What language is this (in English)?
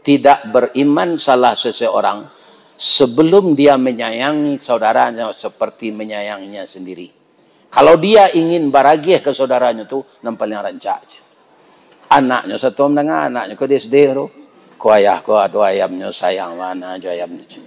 Minangkabau